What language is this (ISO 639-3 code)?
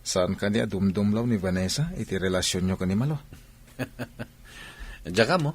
ilo